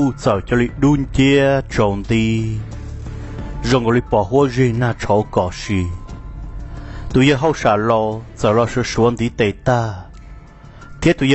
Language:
Vietnamese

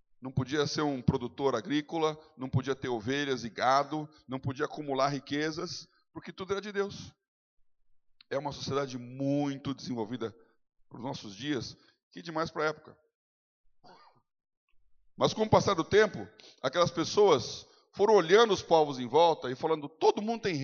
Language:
Portuguese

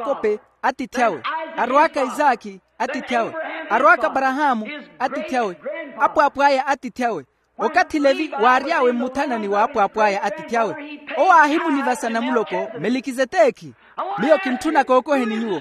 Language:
Makhuwa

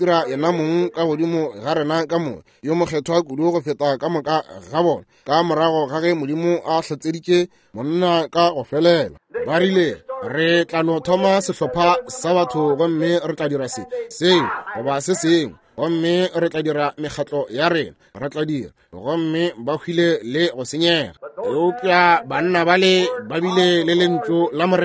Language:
Northern Sotho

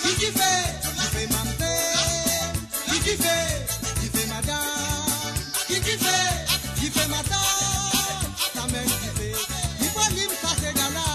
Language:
Morisyen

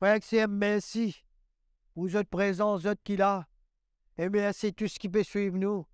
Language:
Morisyen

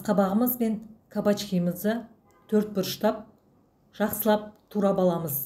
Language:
Kazakh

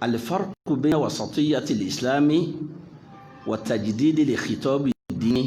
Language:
Yoruba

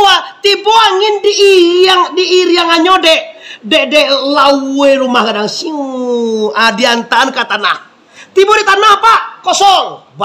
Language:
Minangkabau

